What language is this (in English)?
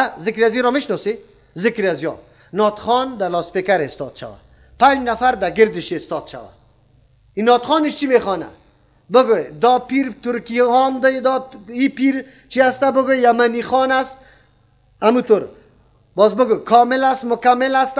Persian